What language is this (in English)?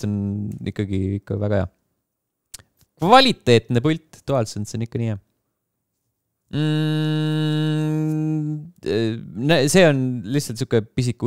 Estonian